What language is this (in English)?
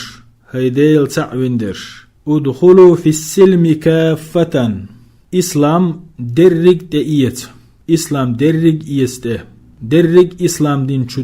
Chechen